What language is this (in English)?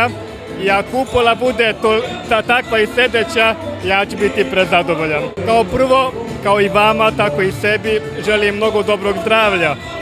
Serbian